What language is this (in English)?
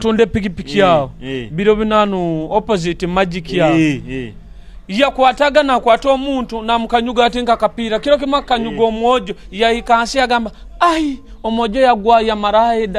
Nyoro